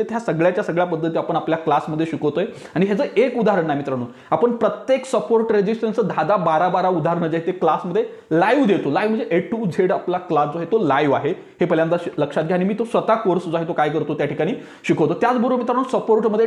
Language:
Marathi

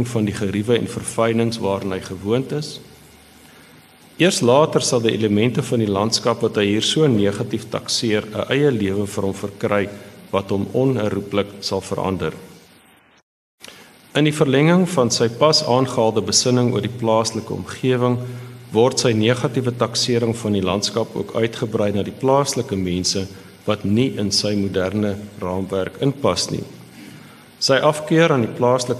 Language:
Afrikaans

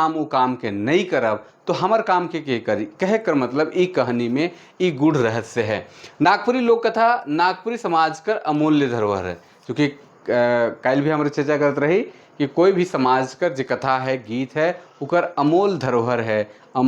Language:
Sadri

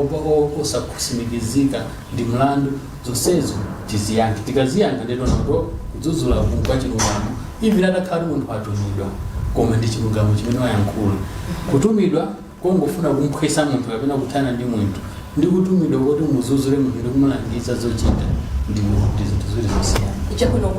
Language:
Nyanja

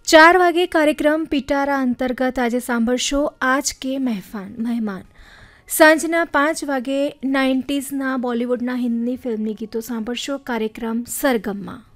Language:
Gujarati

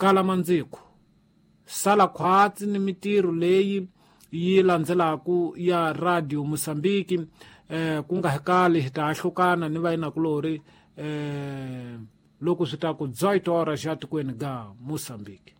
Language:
Tsonga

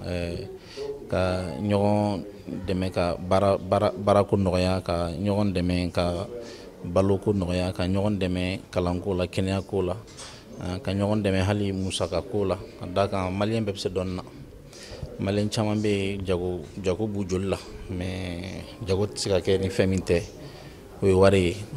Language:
Bambara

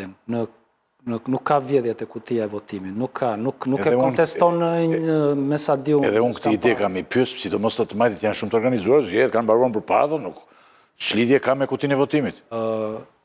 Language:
Albanian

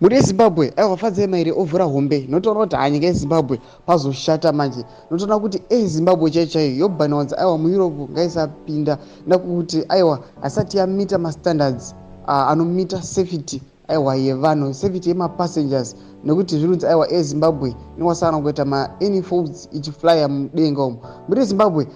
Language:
Shona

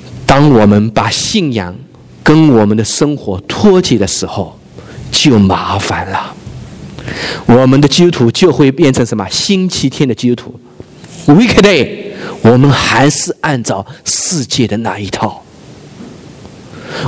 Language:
Chinese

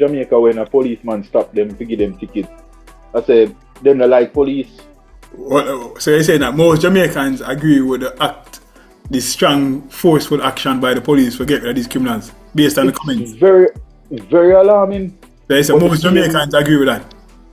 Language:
Jamaican Creole English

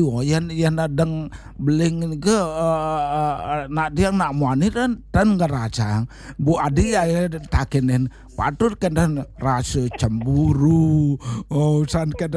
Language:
Balinese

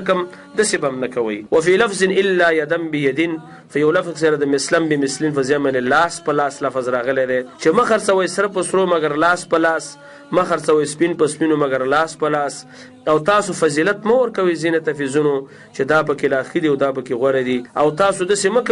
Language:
Pashto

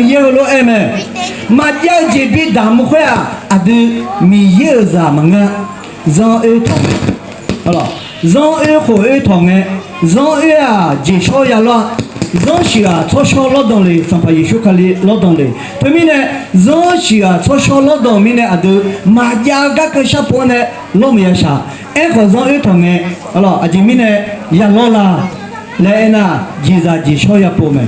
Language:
Akha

